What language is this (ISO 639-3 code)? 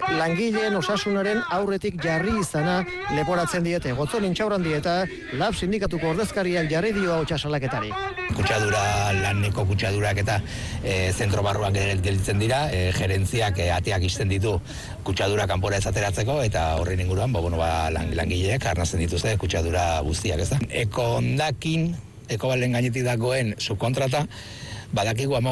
eus